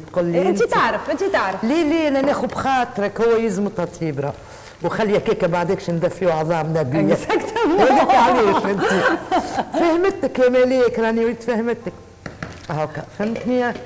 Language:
Tunisian Arabic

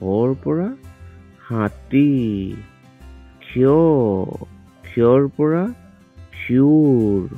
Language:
Assamese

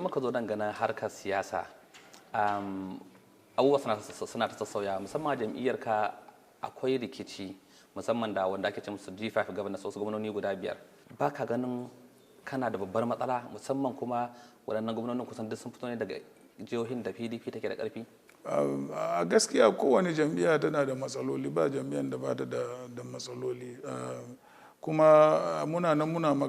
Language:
Hausa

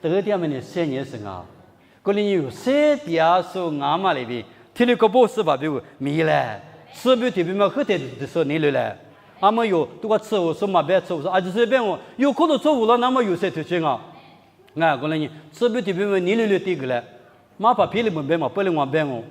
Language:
Lisu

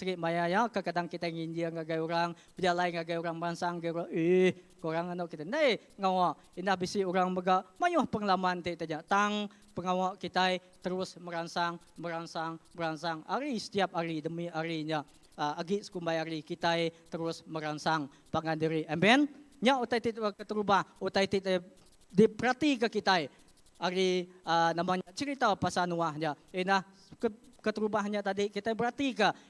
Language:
Iban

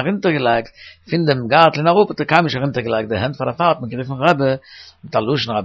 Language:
Yiddish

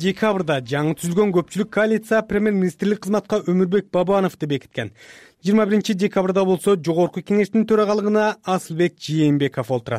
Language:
Kyrgyz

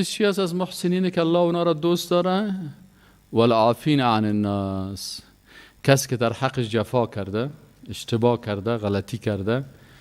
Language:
Persian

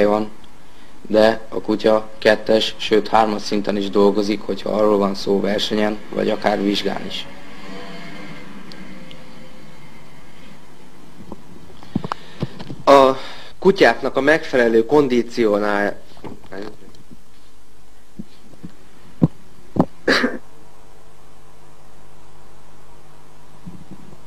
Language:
Hungarian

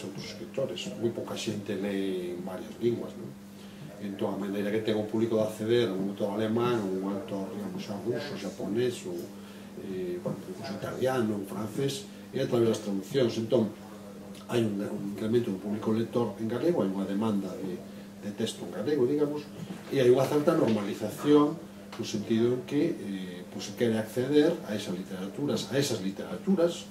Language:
Galician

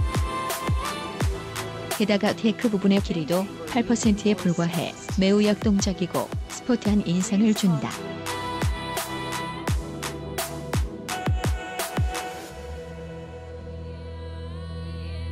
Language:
Korean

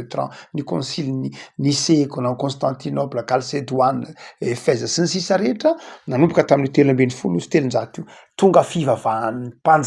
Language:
Malagasy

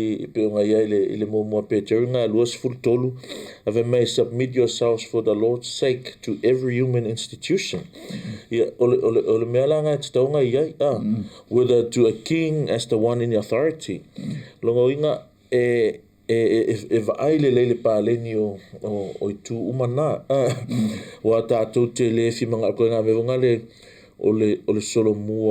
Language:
Samoan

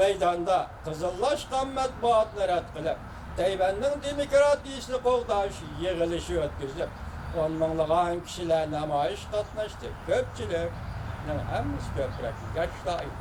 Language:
Uyghur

